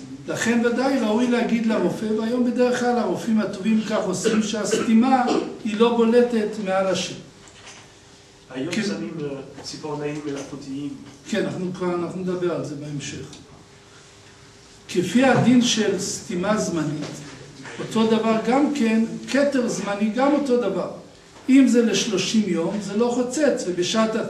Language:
Hebrew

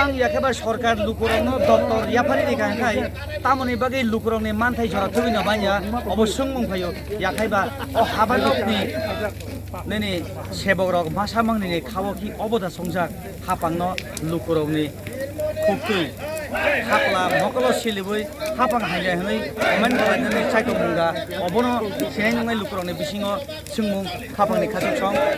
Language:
Kok Borok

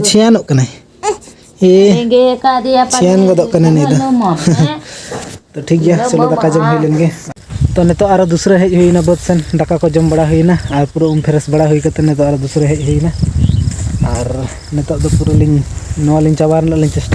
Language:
Santali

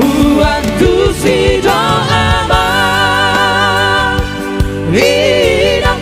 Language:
Batak Toba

